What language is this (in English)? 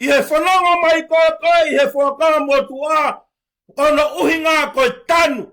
Tongan